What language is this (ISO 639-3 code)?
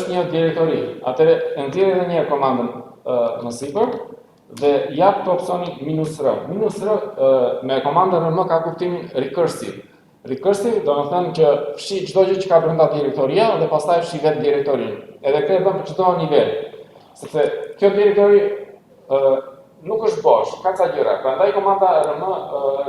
sqi